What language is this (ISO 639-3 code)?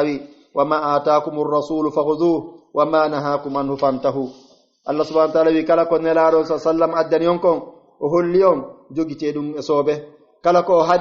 fuf